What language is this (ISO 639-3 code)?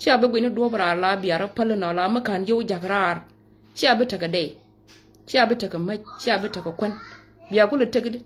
nus